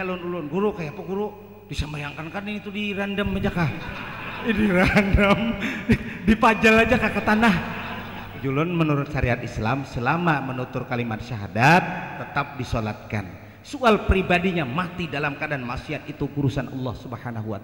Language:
Banjar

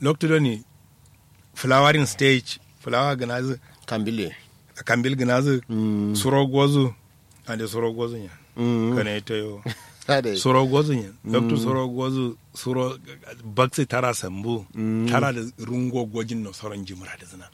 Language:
Kanuri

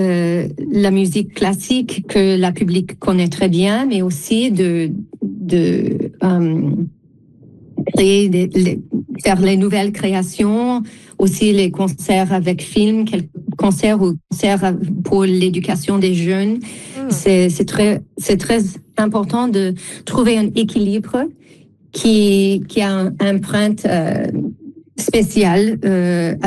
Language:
French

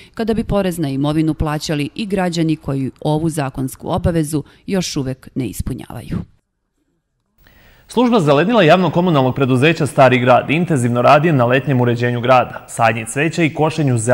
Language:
Serbian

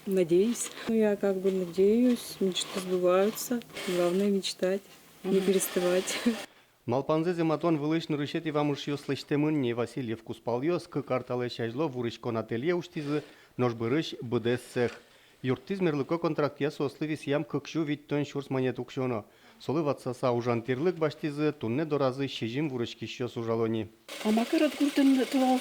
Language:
Udmurt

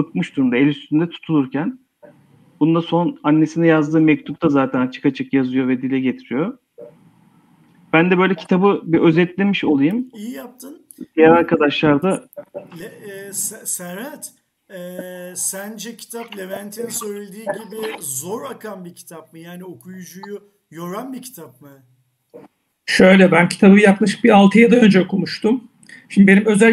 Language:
Turkish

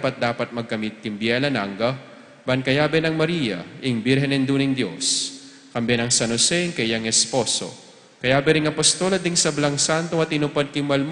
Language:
Pampanga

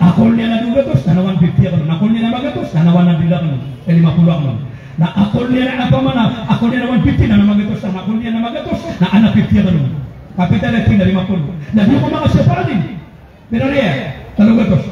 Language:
Maranao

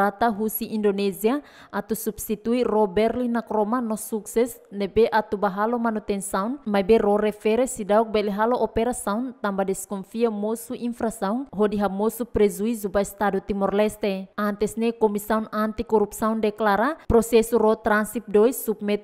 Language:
Tetum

